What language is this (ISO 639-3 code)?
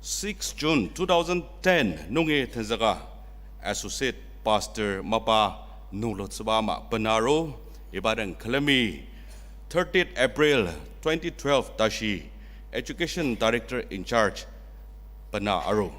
njo